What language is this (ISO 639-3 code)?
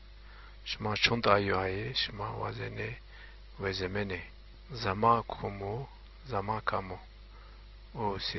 zza